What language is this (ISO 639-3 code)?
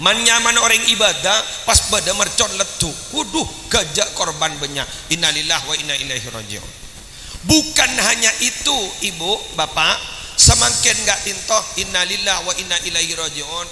mad